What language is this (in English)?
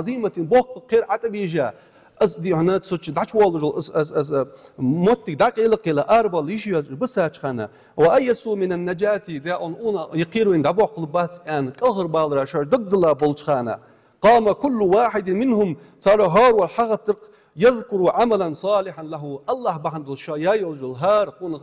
Ingush